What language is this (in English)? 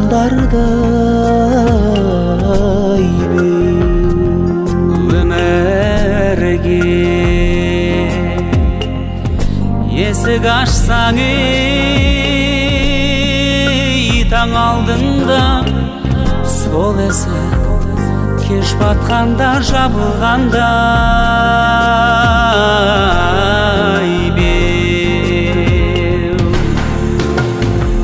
Kazakh